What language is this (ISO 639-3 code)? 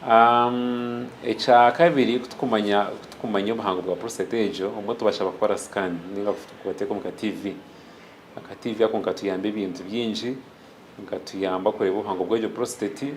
nyn